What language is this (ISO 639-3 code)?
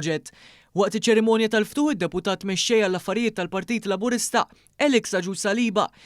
mlt